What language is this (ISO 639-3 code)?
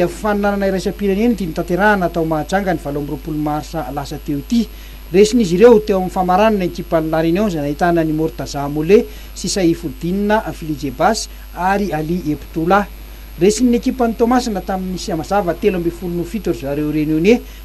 mlg